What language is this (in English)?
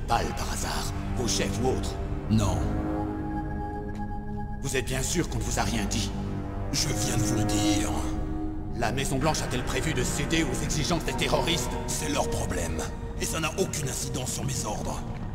French